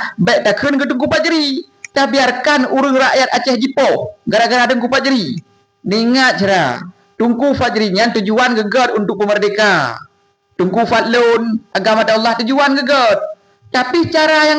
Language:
Achinese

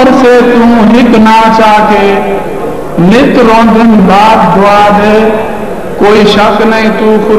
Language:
Saraiki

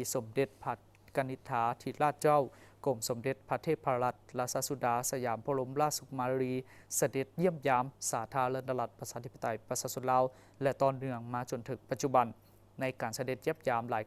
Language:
Lao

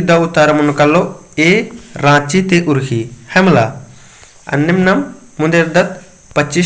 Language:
Kurukh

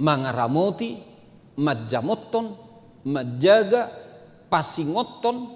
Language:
Batak Toba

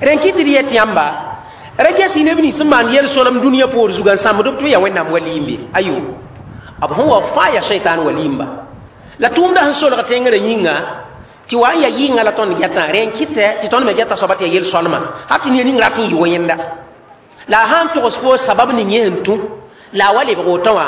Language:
Mossi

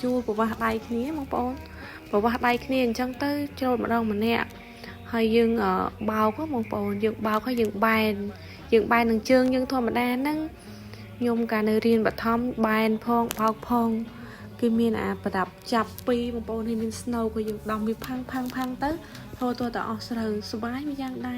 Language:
Khmer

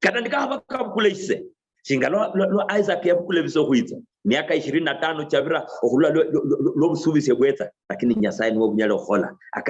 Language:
Luyia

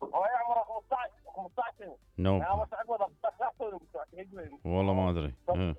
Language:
Mesopotamian Arabic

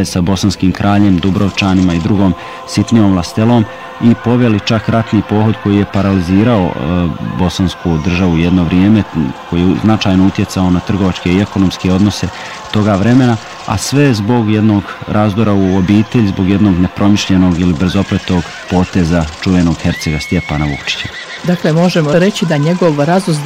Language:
Bosnian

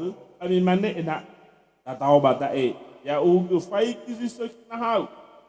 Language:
Nias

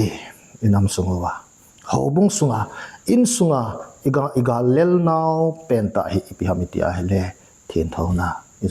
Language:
Thado Chin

